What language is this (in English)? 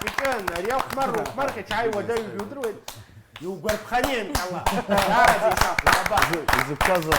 Abkhazian